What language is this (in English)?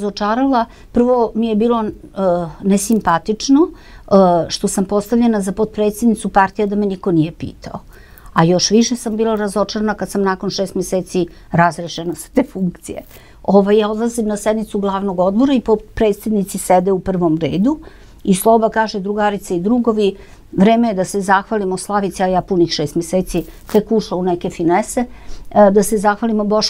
Serbian